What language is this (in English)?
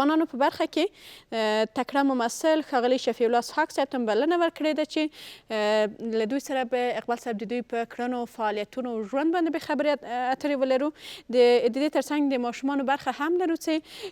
Pashto